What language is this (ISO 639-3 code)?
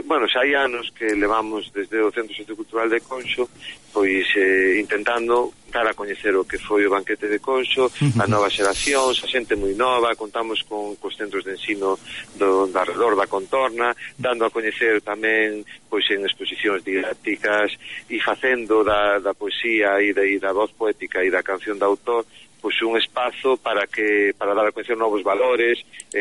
glg